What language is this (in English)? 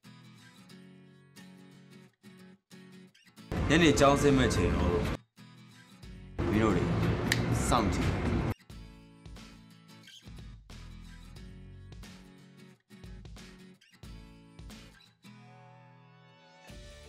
Burmese